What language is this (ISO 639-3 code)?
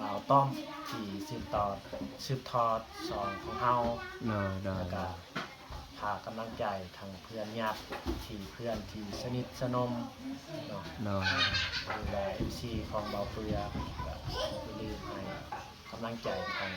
lao